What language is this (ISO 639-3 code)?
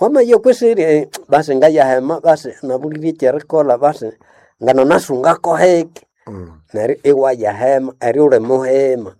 nnb